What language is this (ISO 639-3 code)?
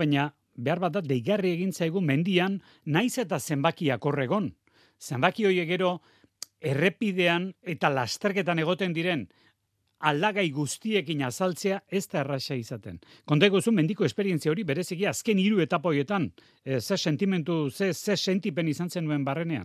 eus